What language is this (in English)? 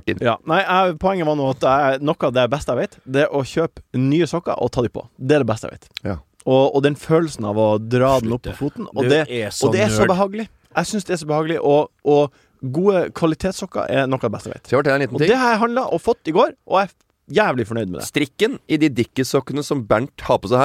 Norwegian